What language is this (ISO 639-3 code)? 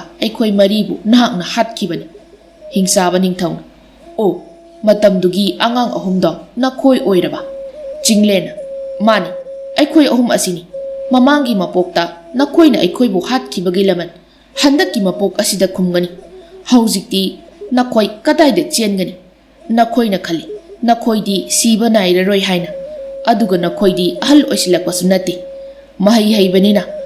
mni